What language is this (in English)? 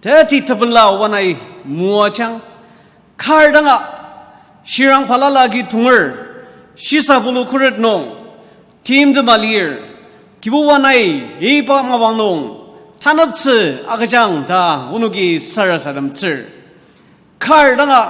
Ao Naga